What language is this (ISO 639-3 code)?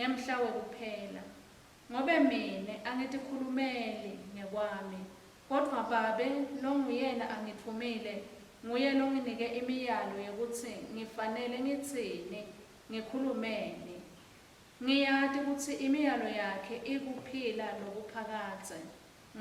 ssw